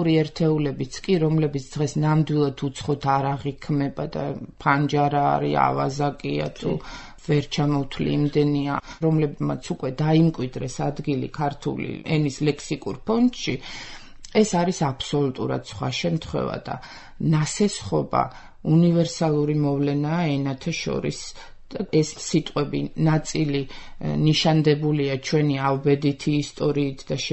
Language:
Georgian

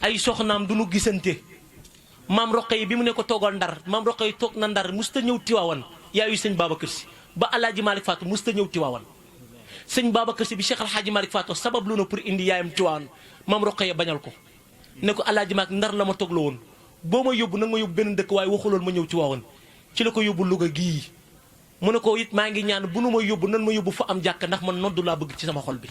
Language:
Wolof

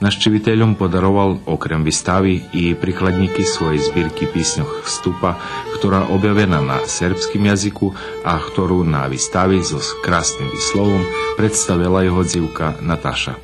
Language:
Rusyn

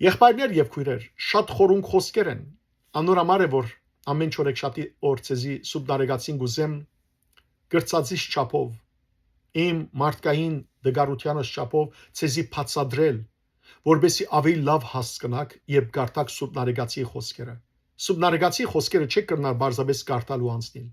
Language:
Western Armenian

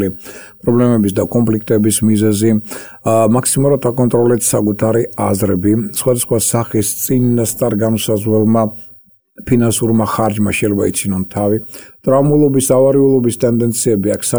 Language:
Georgian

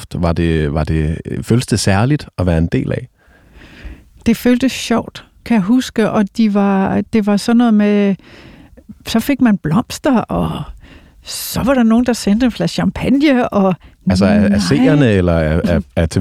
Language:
Danish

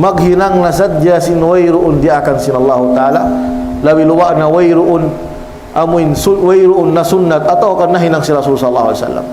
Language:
Tausug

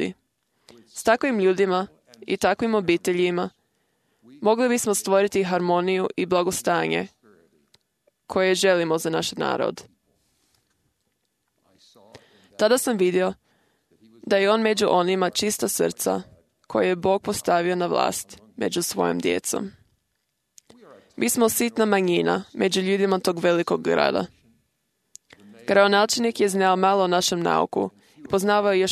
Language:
Croatian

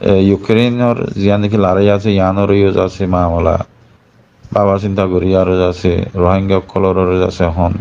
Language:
Rohingya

